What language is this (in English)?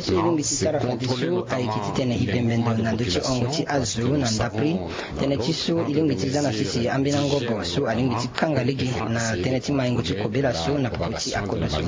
Sango